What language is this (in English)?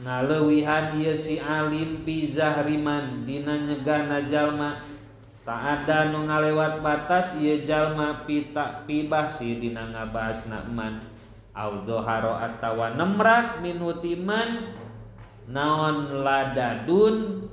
Sundanese